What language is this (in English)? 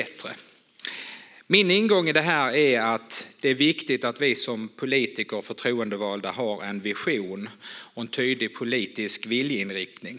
Swedish